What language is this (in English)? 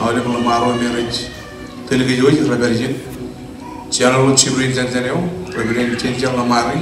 Marshallese